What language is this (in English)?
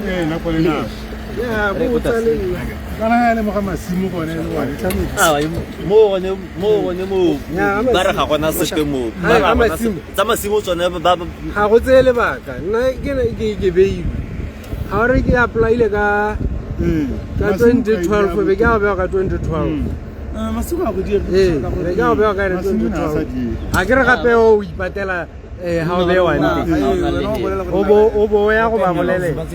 Tswana